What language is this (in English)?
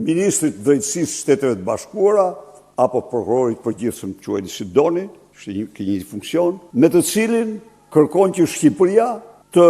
Albanian